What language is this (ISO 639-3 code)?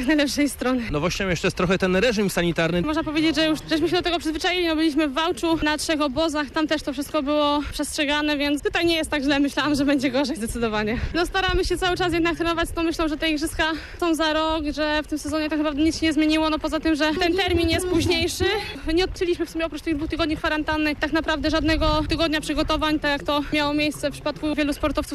pol